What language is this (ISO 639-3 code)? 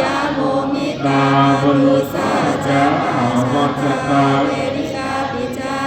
pli